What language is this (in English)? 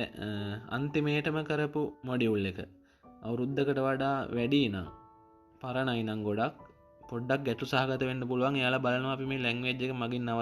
Sinhala